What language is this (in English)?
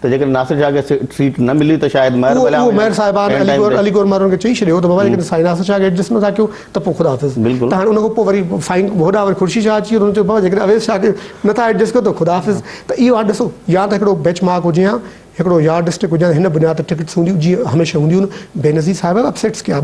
Sindhi